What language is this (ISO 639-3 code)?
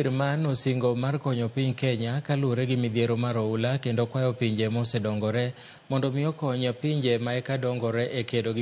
luo